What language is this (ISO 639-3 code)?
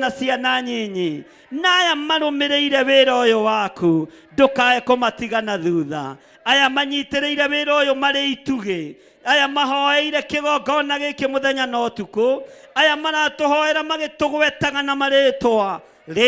kik